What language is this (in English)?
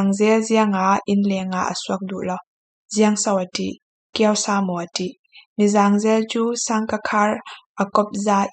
Falam Chin